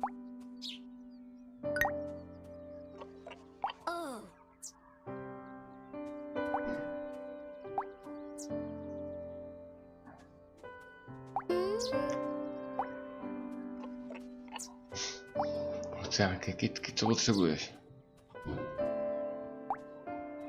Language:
Czech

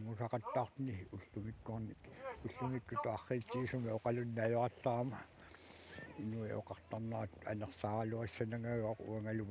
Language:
Kalaallisut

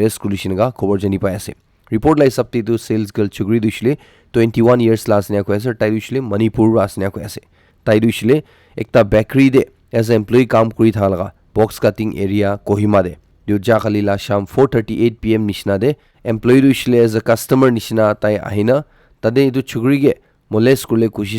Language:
Naga Pidgin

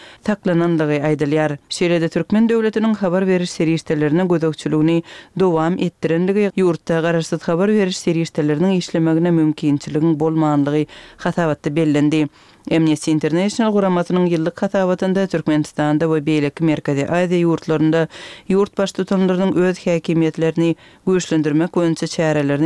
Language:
Kyrgyz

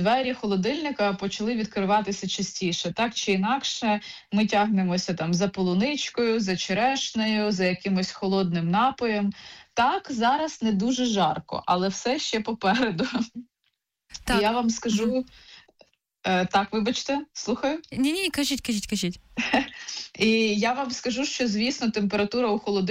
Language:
Ukrainian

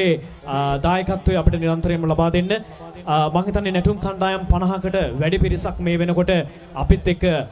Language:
Sinhala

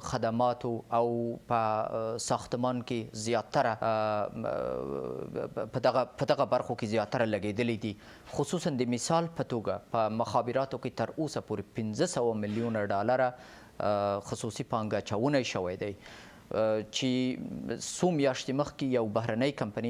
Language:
Pashto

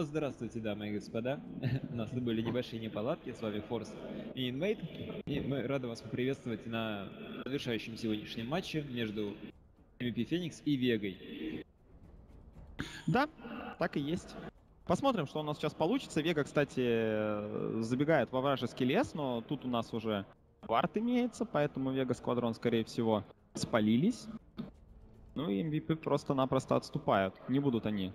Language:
Russian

